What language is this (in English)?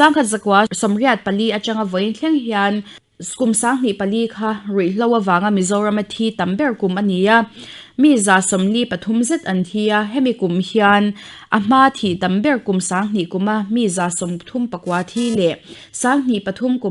Mizo